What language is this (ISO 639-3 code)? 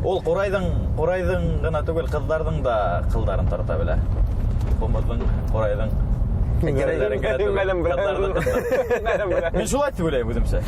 bak